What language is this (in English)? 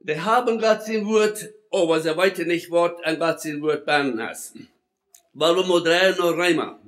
Plautdietsch